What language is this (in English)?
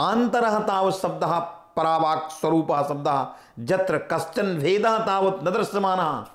Sanskrit